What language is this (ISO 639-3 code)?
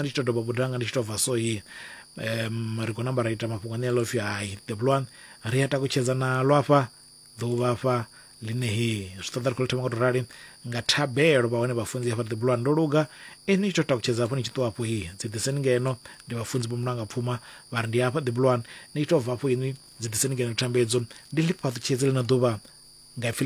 ven